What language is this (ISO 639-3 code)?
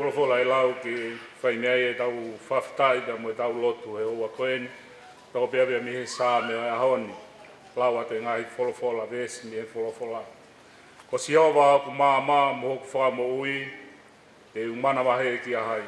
ton